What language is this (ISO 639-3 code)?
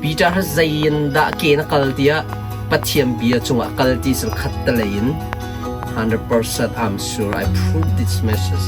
cnh